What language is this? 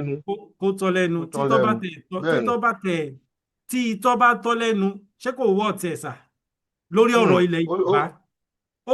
Yoruba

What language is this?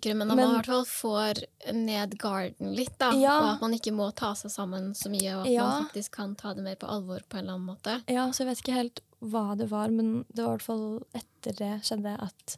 Norwegian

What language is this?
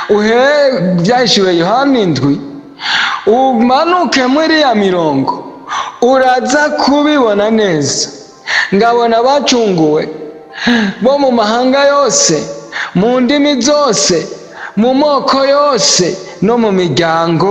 Rundi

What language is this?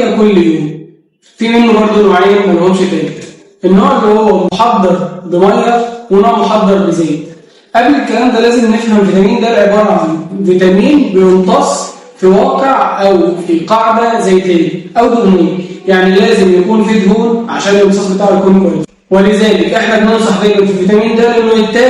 Egyptian Arabic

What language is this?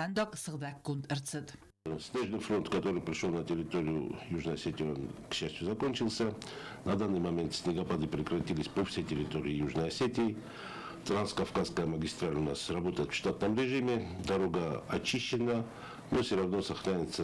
Ossetic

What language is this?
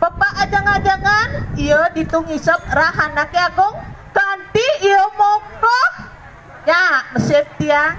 Balinese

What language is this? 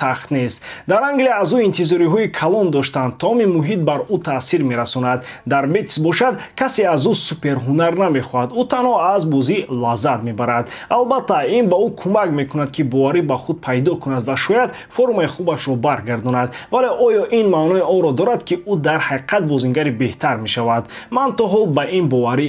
Tajik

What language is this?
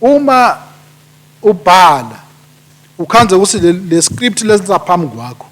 Swati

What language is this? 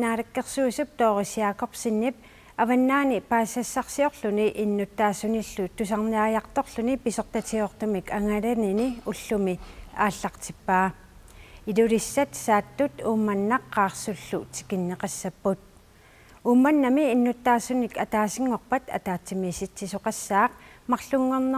Kalaallisut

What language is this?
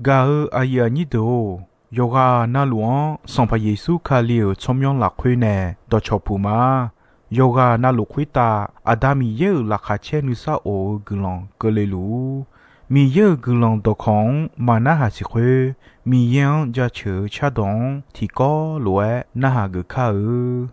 Akha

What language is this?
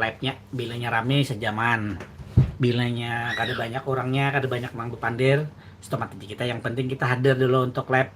Banjar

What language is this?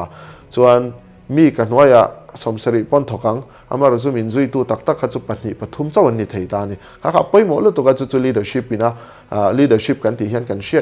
Mizo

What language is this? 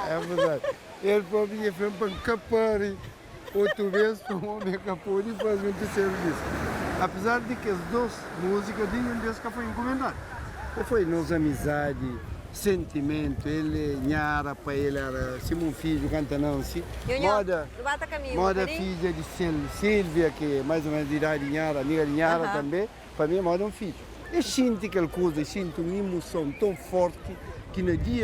Kabuverdianu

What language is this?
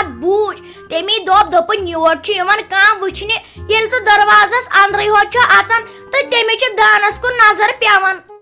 Kashmiri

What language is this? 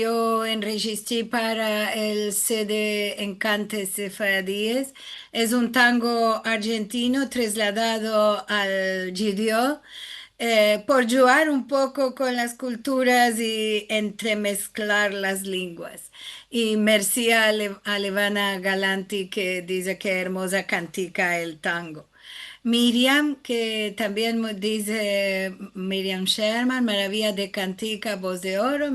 Ladino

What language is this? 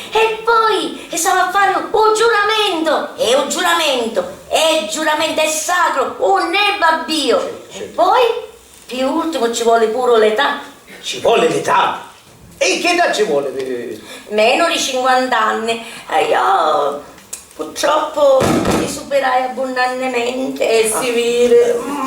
Sicilian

